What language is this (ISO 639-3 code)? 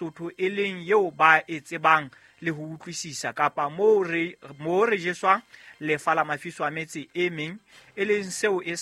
sot